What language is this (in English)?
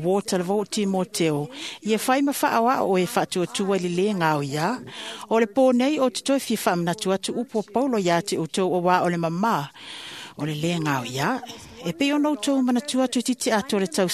Samoan